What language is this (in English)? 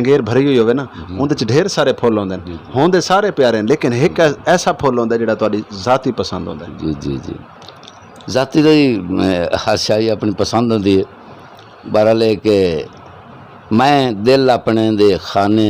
Saraiki